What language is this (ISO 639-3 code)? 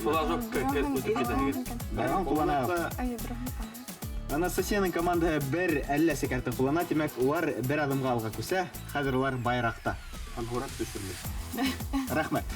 bak